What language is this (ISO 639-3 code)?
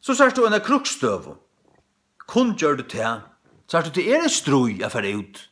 fao